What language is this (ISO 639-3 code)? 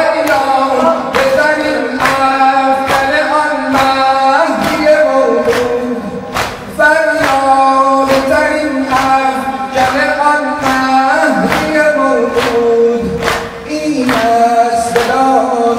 fas